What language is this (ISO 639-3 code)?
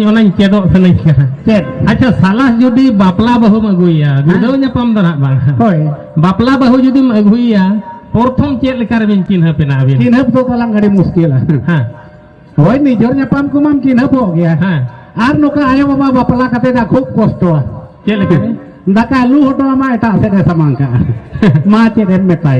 sat